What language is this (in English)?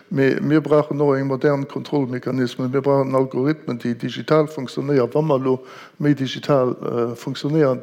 Luxembourgish